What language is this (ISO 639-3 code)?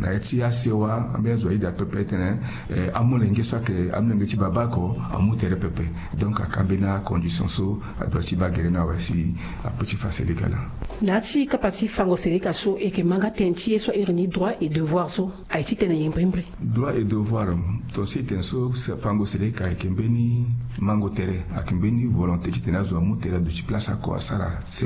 sag